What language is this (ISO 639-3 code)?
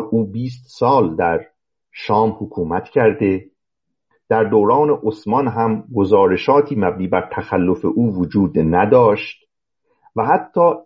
fas